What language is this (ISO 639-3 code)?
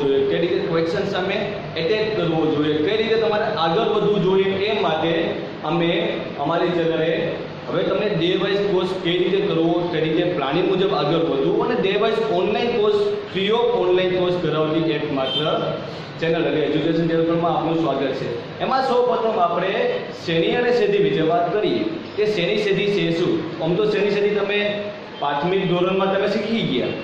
guj